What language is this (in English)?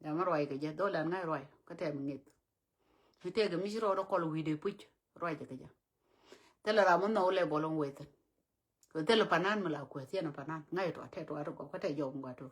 Nuer